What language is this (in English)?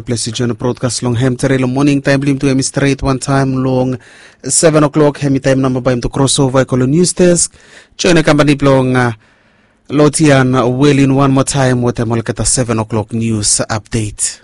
Bislama